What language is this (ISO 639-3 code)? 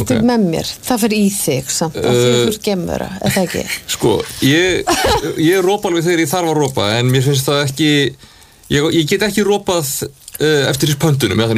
isl